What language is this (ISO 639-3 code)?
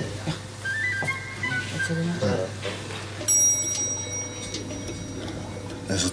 dan